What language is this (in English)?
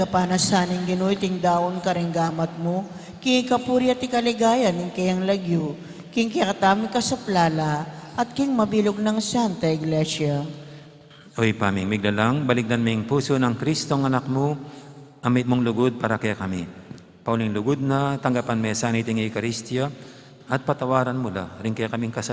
Pampanga